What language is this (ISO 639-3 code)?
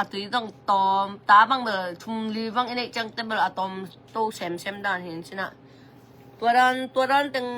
ctd